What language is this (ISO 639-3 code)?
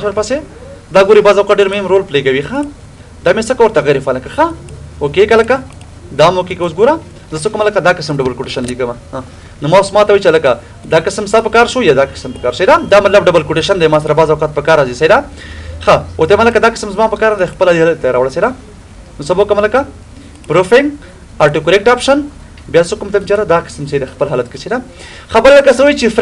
pus